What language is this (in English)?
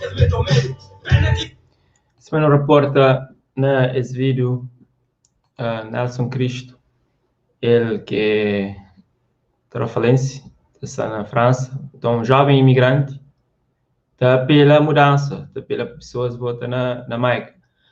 Kabuverdianu